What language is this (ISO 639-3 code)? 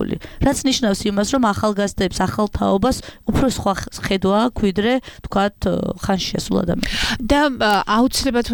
kat